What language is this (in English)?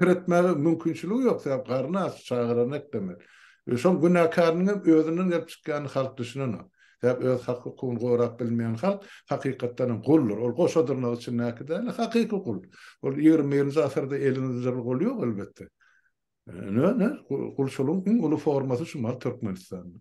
Turkmen